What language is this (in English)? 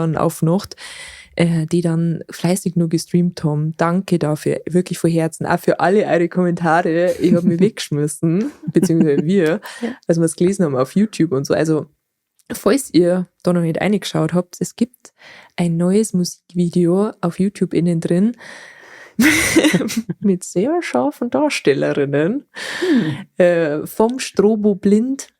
Bavarian